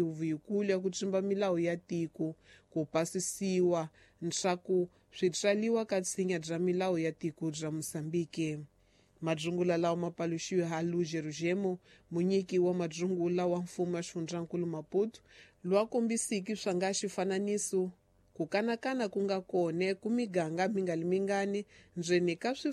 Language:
Tsonga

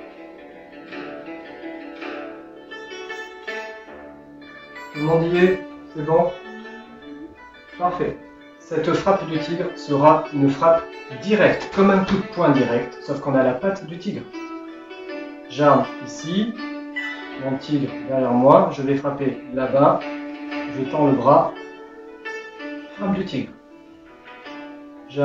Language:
French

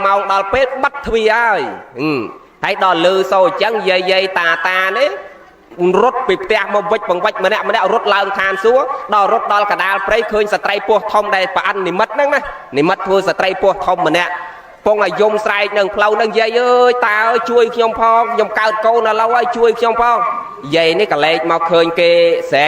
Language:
Khmer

